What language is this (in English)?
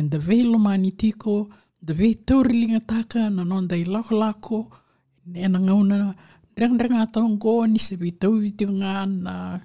Fijian